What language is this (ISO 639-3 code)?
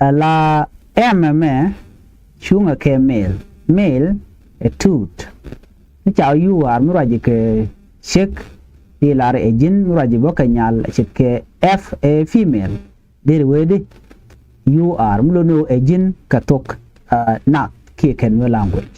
nus